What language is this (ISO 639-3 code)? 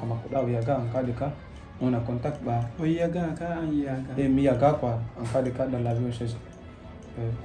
ful